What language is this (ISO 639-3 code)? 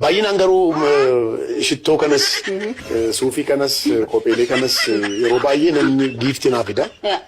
orm